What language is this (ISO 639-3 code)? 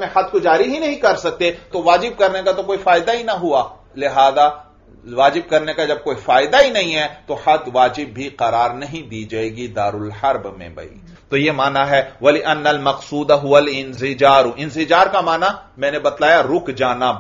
urd